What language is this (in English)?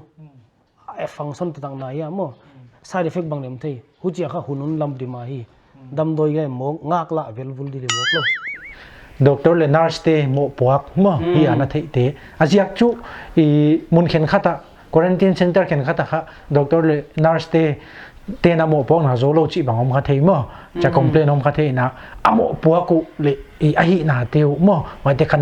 Paite Chin